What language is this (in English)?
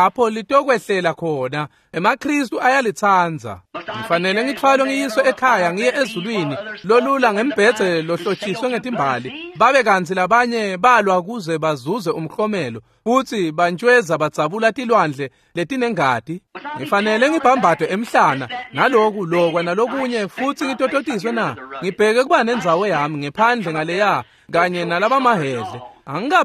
Swati